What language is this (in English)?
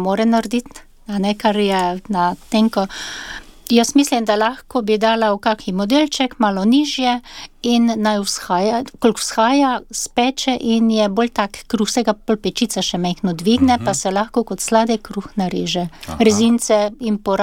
Slovenian